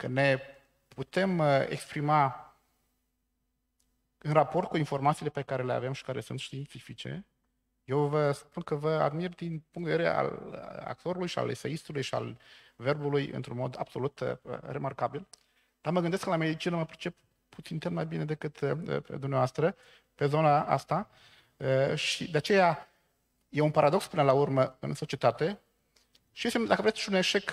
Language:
Romanian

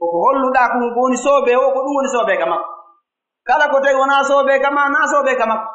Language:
Pular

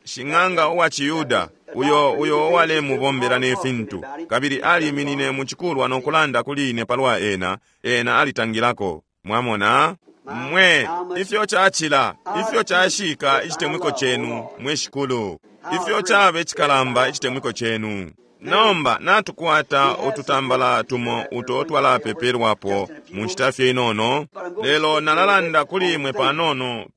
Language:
Bemba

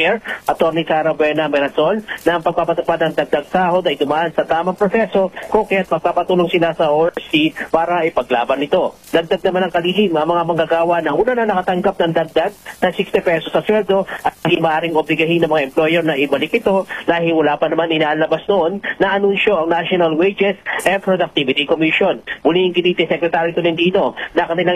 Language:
Filipino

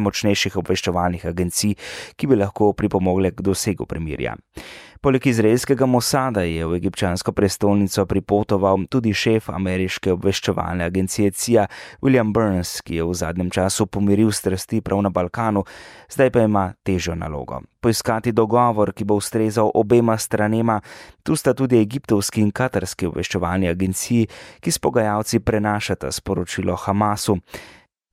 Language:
Slovenian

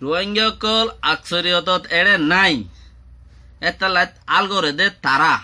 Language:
Rohingya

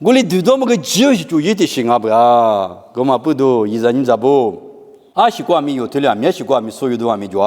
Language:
Lisu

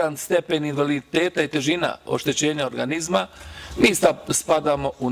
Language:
Bosnian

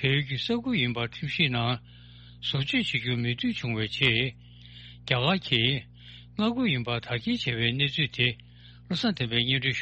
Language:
Tibetan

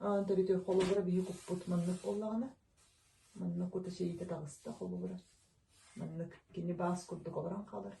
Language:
Yakut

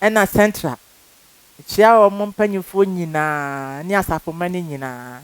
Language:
Akan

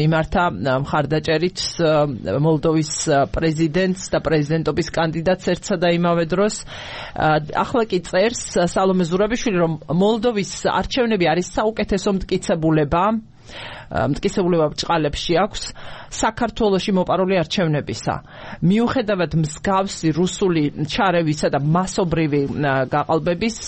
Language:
Georgian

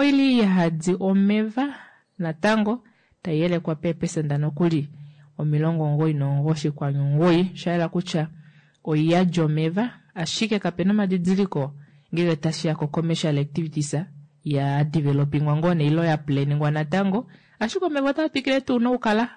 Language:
Kuanyama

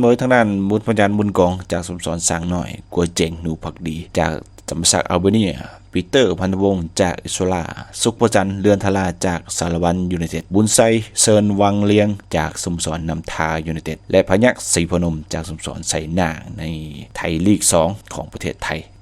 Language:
Lao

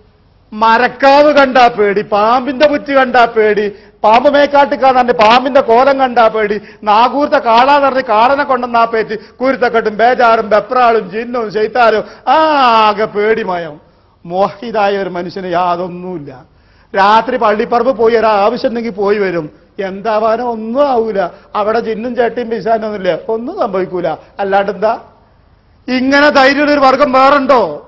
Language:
Malayalam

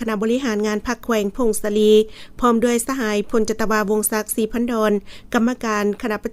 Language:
Lao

